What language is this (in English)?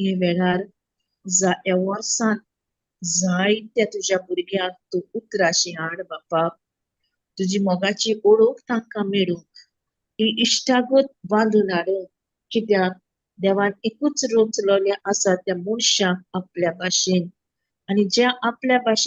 Konkani